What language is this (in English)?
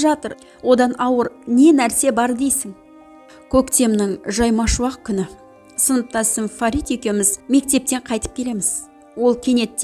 Kazakh